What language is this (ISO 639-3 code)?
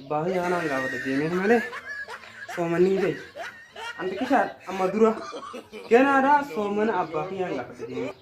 orm